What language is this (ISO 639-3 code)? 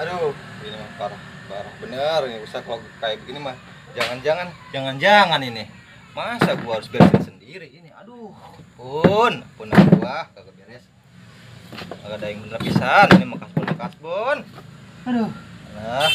bew